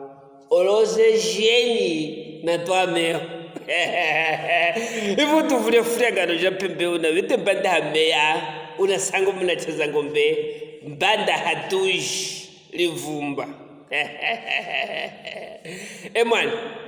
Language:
Luvale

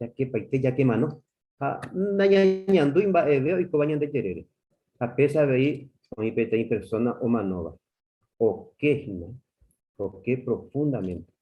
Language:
Guarani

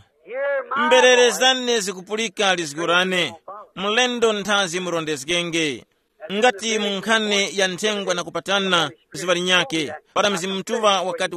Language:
Tumbuka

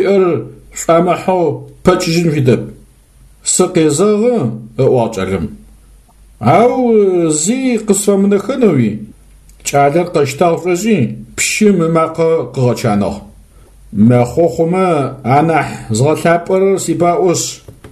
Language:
Adyghe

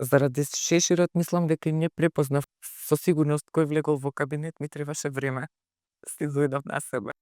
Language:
Macedonian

